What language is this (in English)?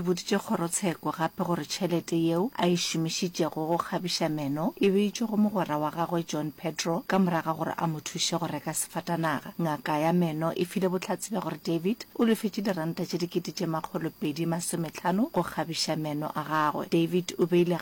Northern Sotho